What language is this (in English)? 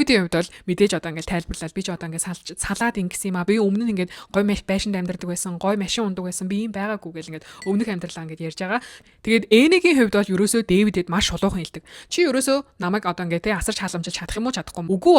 Mongolian